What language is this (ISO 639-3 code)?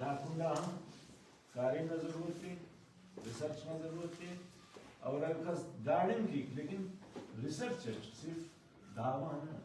brh